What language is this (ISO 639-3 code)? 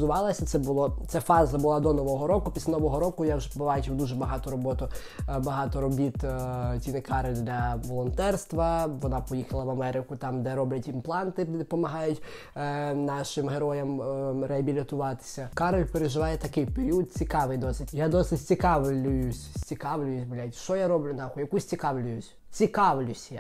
ukr